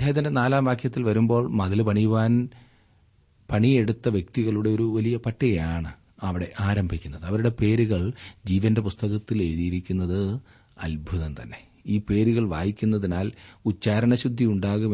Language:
Malayalam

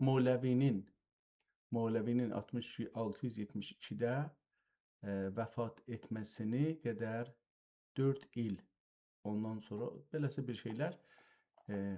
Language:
South Azerbaijani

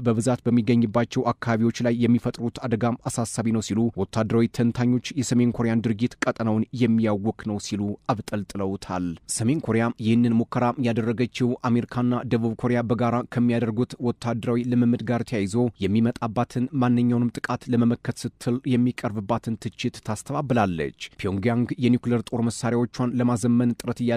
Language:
Amharic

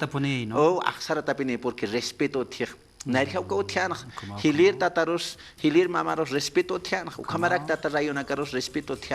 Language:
Aymara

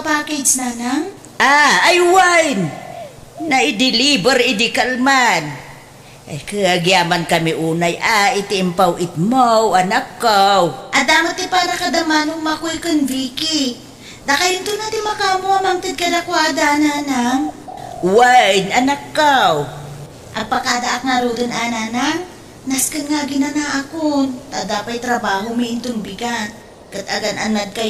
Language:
Iloko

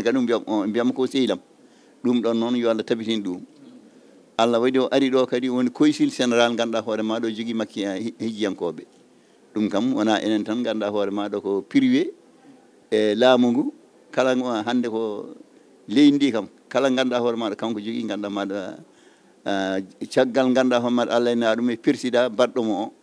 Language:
Fula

